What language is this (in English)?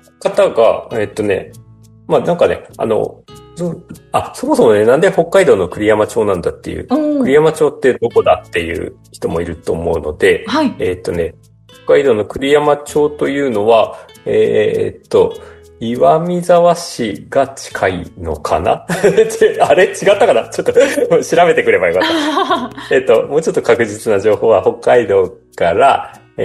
Japanese